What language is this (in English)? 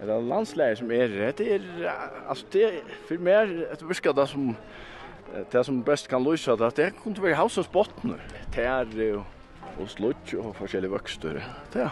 Faroese